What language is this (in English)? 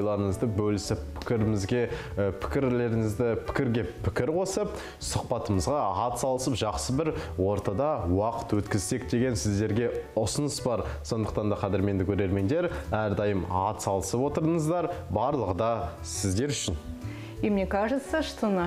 Kazakh